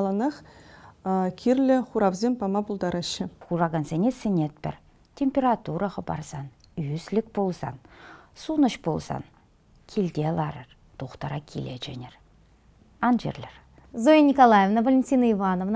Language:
Chuvash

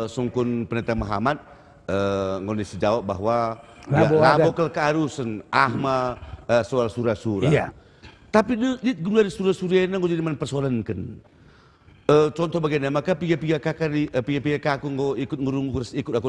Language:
Batak Karo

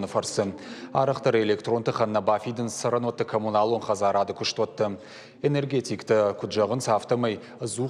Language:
Ossetic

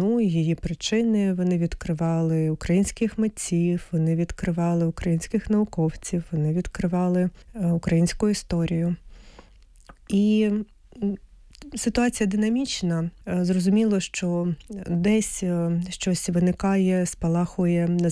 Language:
Ukrainian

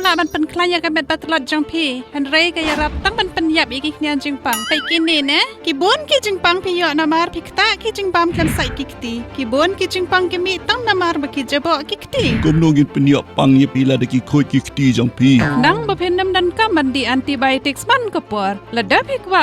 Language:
Khasi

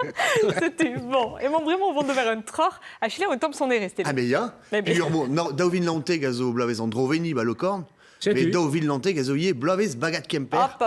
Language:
Breton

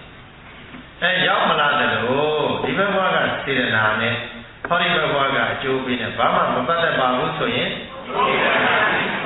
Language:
Burmese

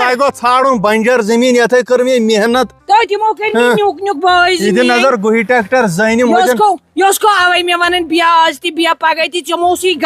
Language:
Kashmiri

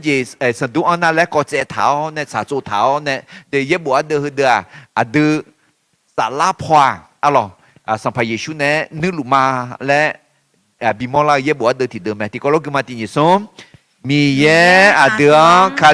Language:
Akha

